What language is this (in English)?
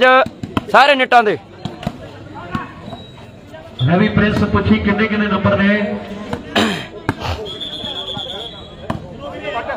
Punjabi